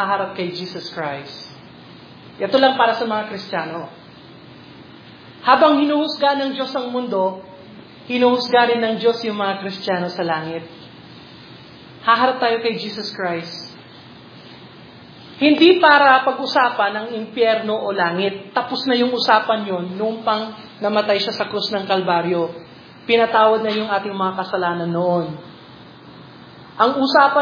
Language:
Filipino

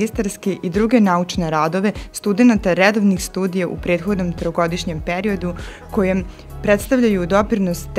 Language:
Serbian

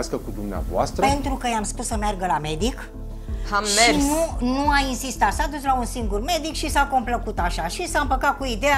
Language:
Romanian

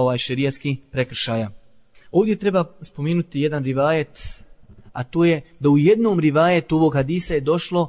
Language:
Bosnian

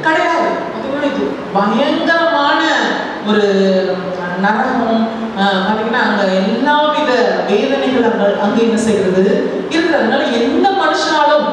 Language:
Tamil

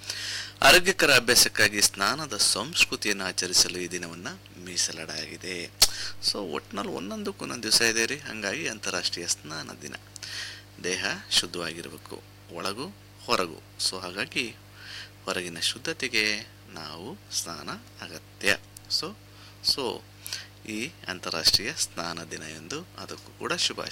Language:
Kannada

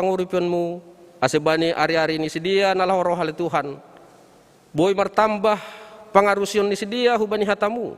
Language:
Batak Simalungun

